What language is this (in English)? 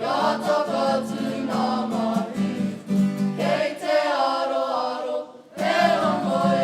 Māori